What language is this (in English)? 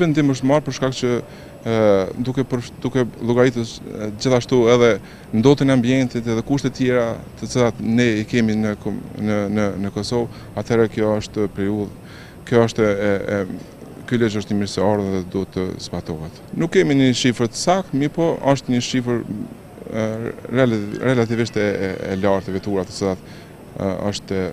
Albanian